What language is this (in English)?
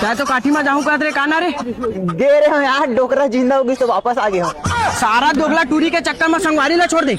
Chhattisgarhi